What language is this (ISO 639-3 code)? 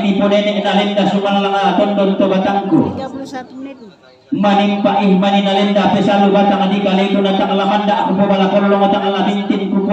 sda